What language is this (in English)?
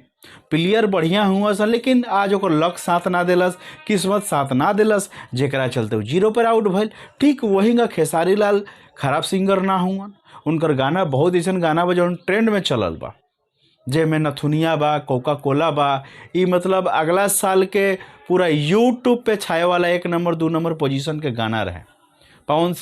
Bhojpuri